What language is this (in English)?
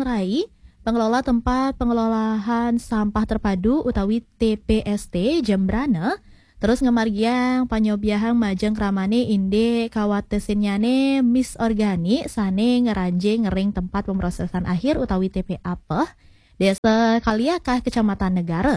Balinese